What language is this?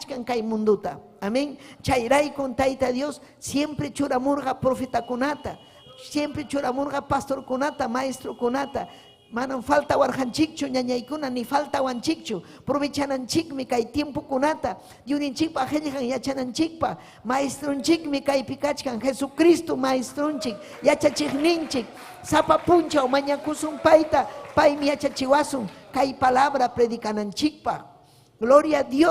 Ayacucho Quechua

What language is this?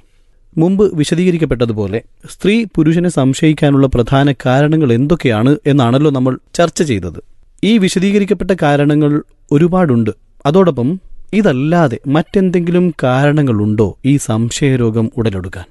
Malayalam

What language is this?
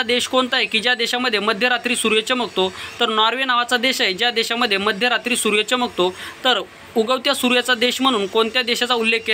Marathi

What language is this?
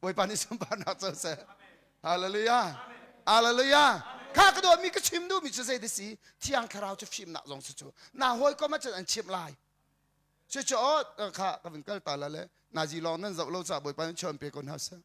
Hakha Chin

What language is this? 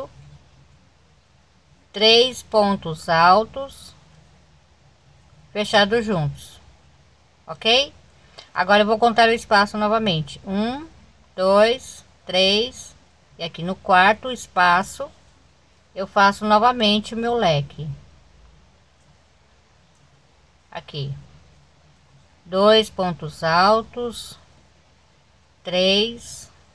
Portuguese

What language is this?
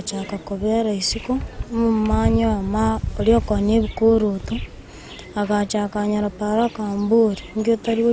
Gusii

